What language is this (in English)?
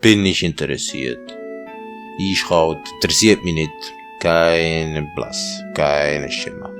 Swiss German